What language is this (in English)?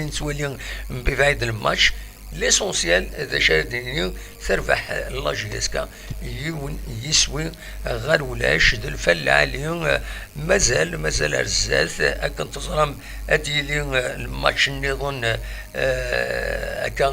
Kabyle